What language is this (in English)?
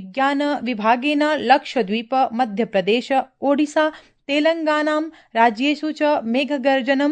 Sanskrit